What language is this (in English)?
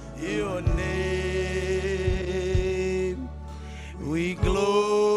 Marshallese